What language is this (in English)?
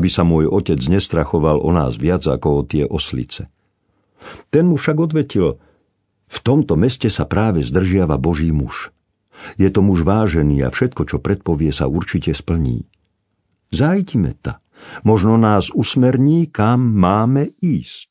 Slovak